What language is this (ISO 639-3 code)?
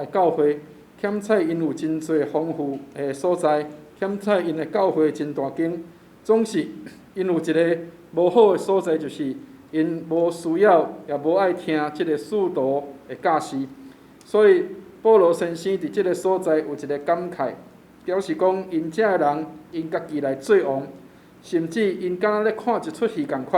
nan